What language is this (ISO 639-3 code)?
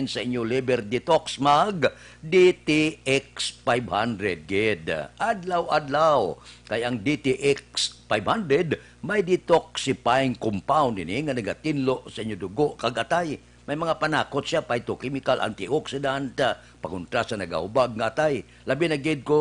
hil